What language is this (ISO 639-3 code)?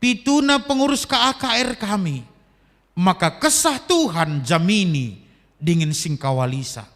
btx